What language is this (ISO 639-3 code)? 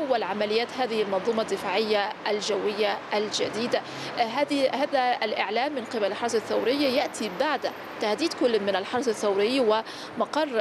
ara